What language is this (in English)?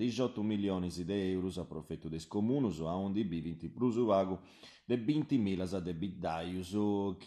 Sardinian